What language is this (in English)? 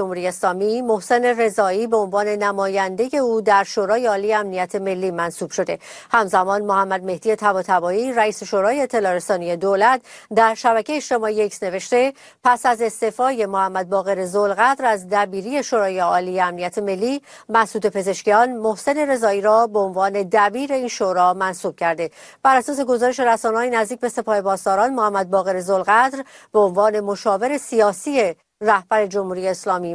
Persian